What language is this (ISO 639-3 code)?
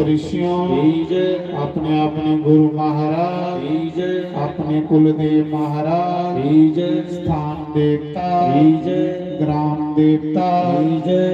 doi